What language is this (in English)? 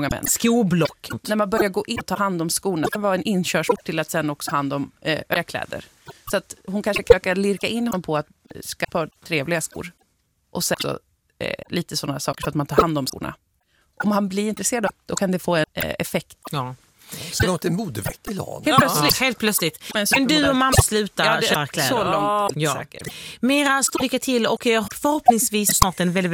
Swedish